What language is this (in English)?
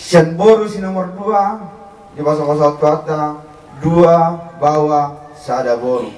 Batak Toba